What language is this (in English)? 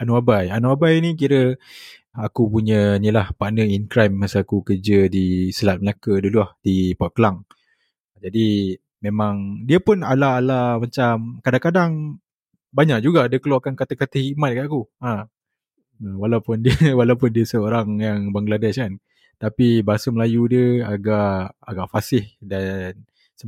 Malay